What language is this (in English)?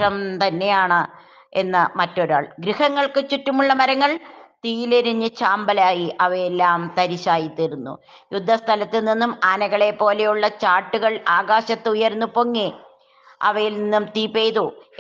Malayalam